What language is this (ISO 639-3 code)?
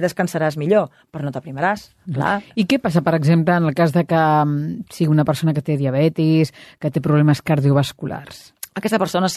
cat